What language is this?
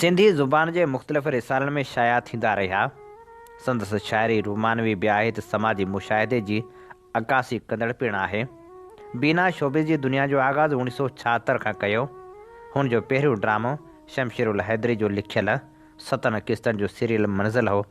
Sindhi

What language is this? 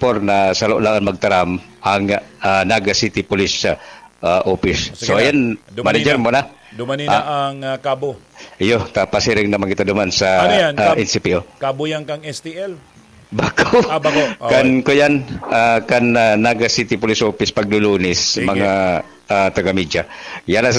Bikol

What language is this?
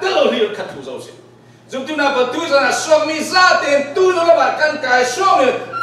Falam Chin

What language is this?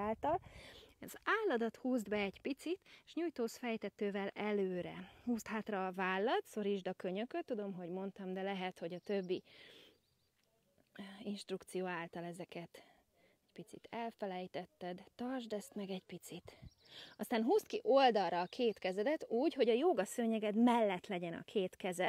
Hungarian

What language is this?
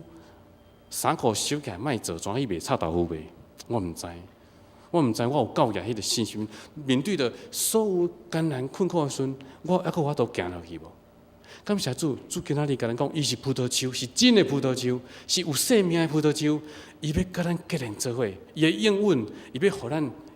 Min Nan Chinese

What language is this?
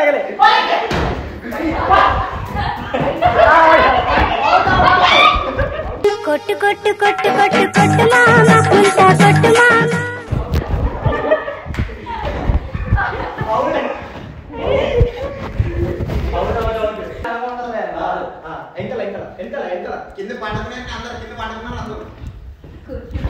Telugu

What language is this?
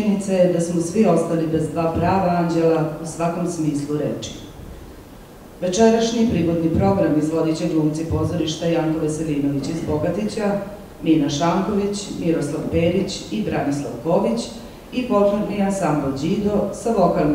Serbian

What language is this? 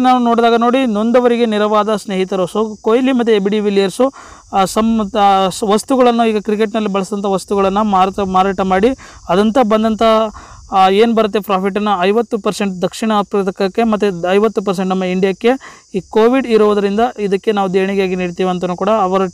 Kannada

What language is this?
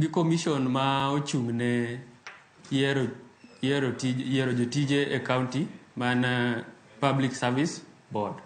Luo (Kenya and Tanzania)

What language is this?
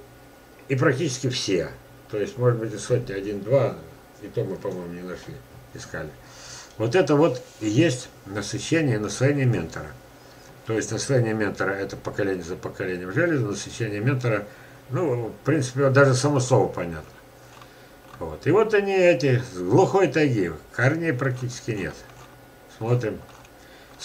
Russian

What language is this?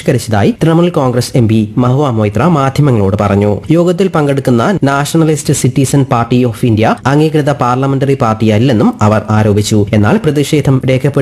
Malayalam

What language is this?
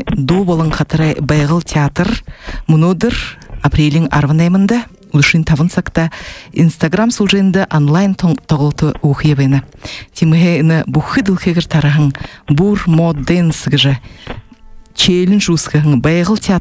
Buriat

